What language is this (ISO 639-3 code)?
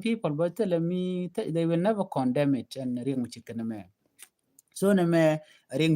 nus